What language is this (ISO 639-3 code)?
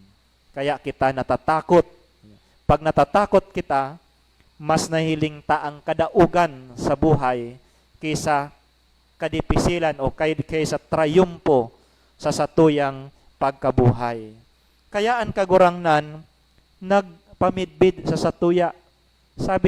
bik